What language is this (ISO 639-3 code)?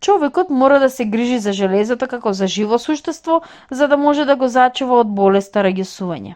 mkd